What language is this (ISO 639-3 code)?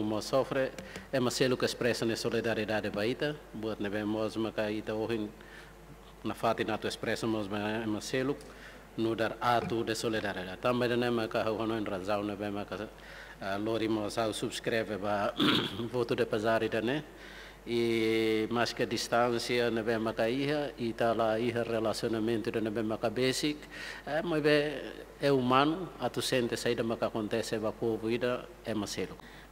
tet